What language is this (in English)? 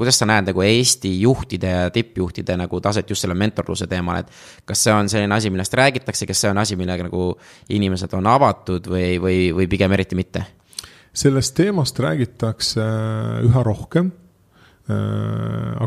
Estonian